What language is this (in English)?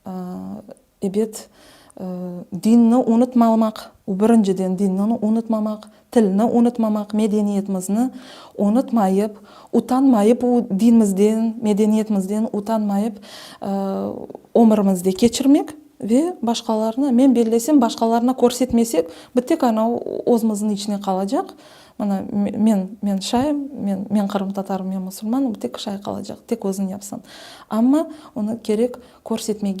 Crimean Tatar